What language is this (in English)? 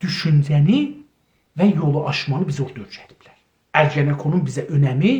South Azerbaijani